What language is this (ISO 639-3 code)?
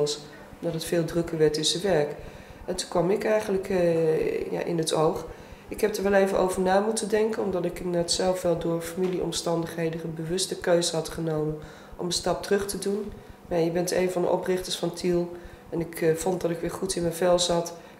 nld